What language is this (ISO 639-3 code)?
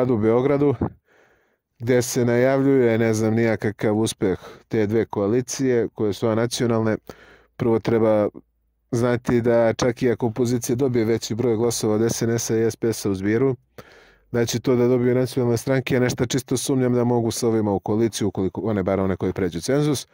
srp